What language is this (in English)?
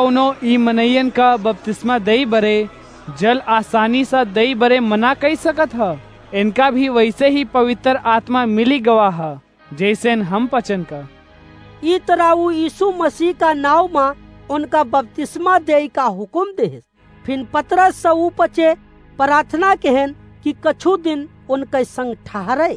Awadhi